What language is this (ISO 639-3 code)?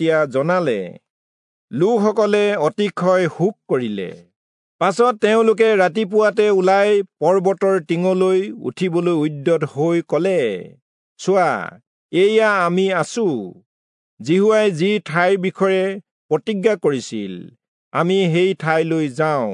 asm